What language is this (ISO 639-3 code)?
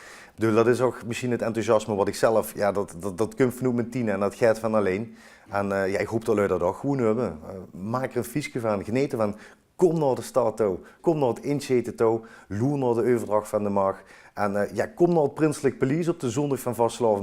lim